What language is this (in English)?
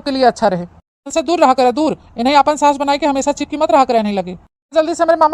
Awadhi